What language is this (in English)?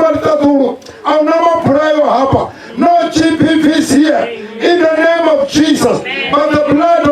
Venda